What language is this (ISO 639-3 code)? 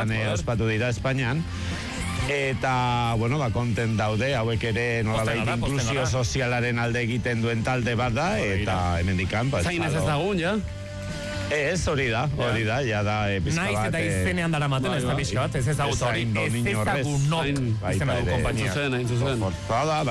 eus